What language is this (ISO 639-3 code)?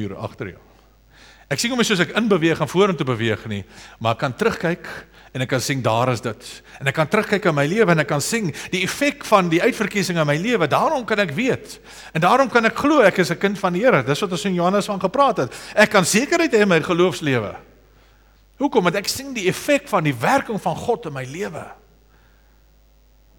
afr